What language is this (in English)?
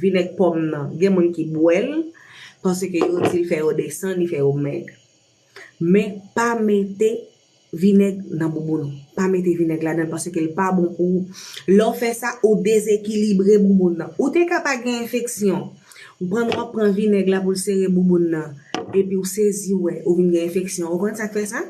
Haitian Creole